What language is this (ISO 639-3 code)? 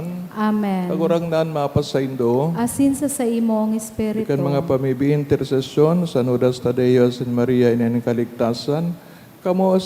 bik